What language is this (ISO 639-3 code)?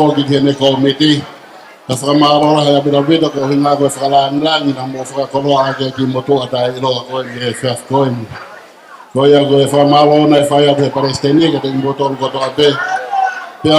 ton